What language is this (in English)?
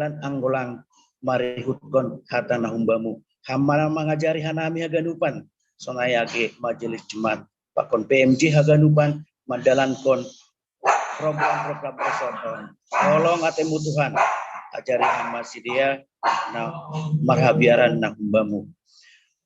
Batak Simalungun